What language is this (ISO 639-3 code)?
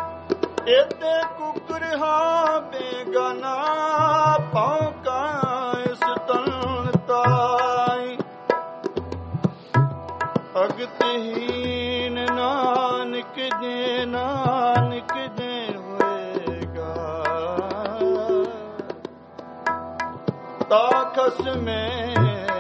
pan